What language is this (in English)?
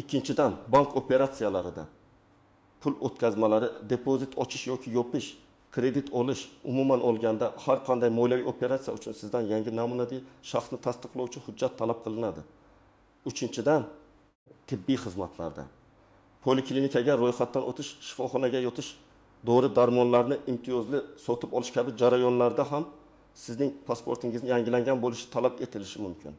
Uzbek